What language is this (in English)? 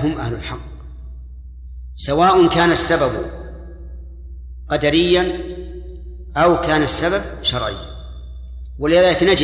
Arabic